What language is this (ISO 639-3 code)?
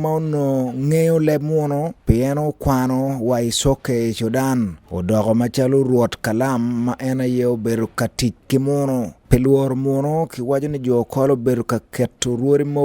ach